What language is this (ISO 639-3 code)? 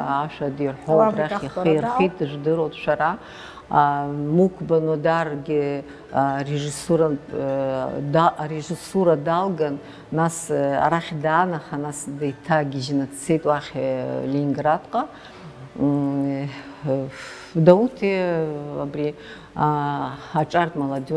abk